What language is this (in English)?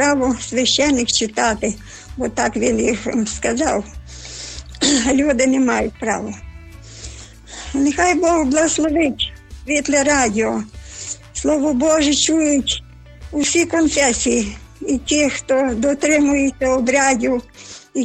Ukrainian